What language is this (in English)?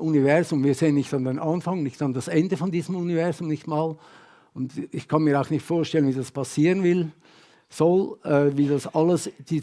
Swiss German